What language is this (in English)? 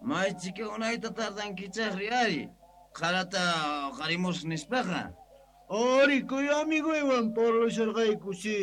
South Bolivian Quechua